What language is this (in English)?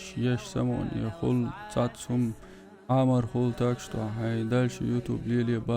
Chechen